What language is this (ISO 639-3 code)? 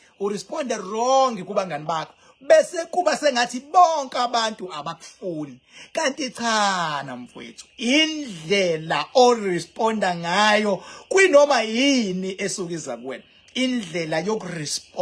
zul